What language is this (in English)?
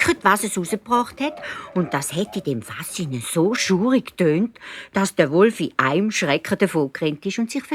Swiss German